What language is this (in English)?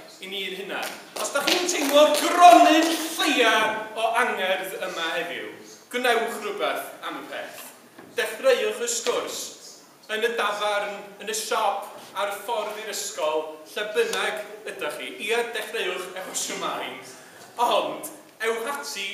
Welsh